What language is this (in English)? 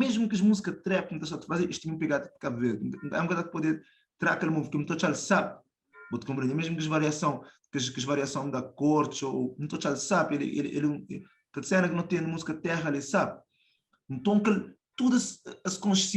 Kabuverdianu